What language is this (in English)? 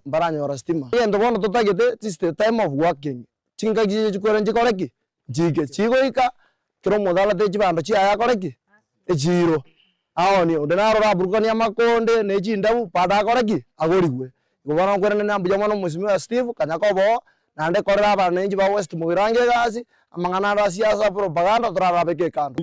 Gusii